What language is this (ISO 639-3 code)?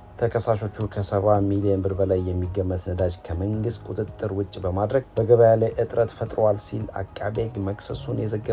amh